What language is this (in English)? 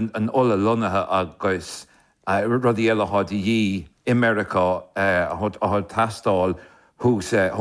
Irish